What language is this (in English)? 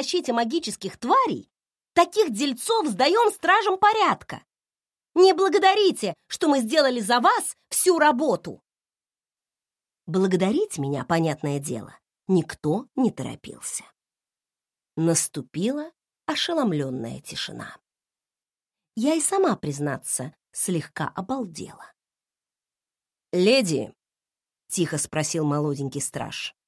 Russian